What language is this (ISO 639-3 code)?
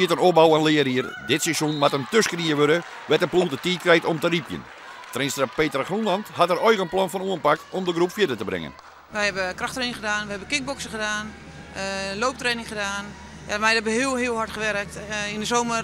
fry